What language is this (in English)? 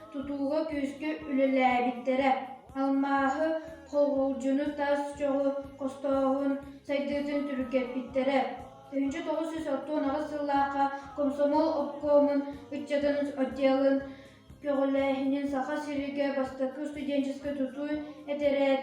Yakut